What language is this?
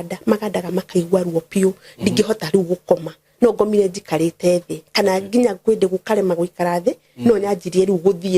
Kikuyu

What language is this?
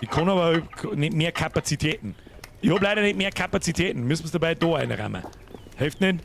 Bavarian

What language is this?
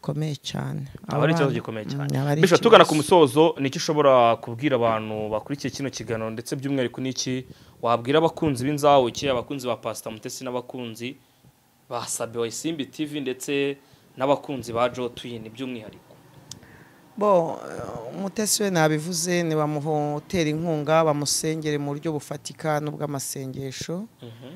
Kinyarwanda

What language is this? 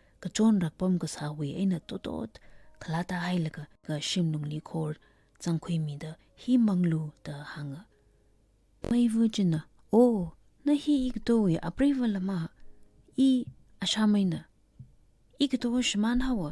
Tangkhul Naga (India)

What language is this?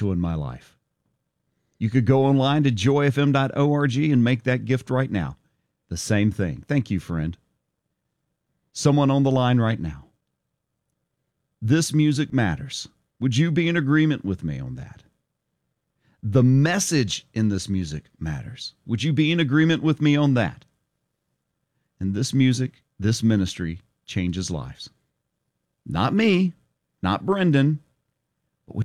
English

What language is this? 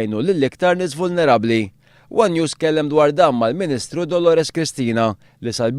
Maltese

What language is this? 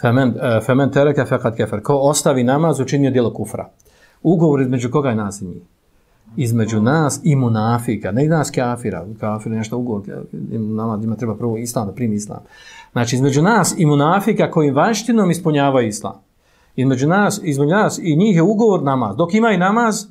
Bosnian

